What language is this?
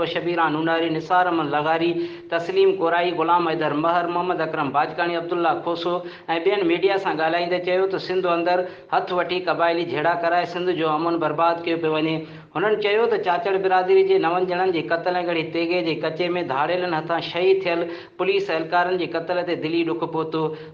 Sindhi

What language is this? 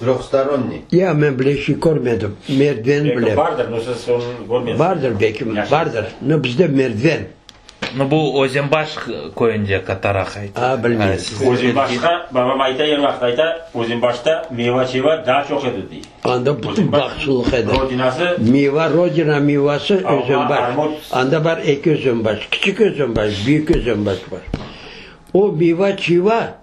Crimean Tatar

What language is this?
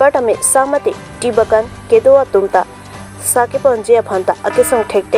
Karbi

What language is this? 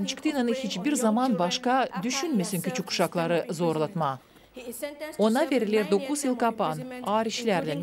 Gagauz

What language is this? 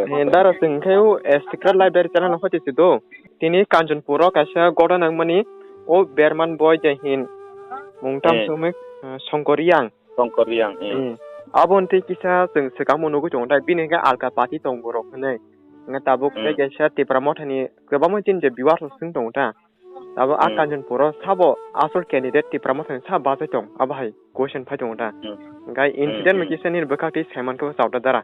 Kok Borok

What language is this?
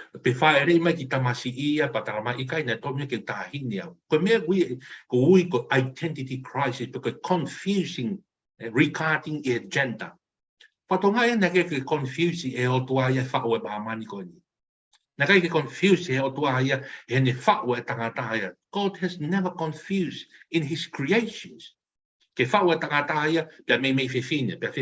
Tongan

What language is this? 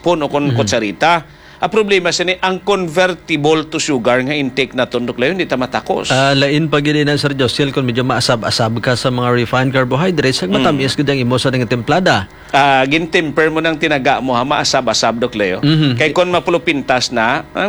Hiligaynon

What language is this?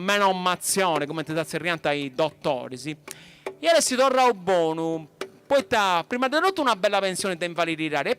Sardinian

